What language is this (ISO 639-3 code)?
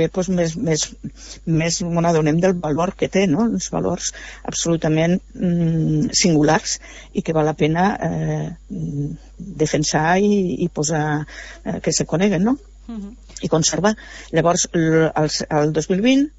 cat